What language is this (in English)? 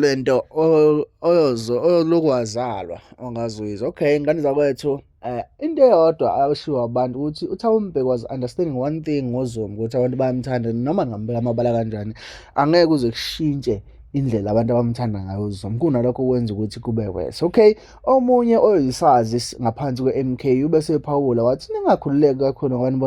Zulu